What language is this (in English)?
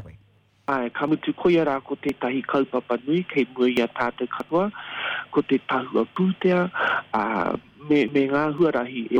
Māori